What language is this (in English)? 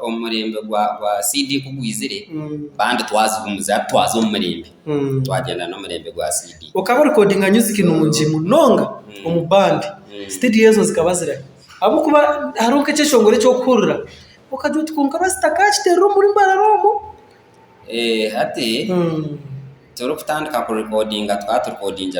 Nyankole